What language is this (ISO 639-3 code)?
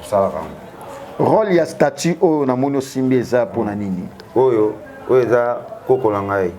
lin